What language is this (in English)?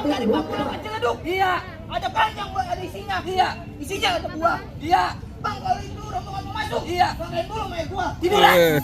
Betawi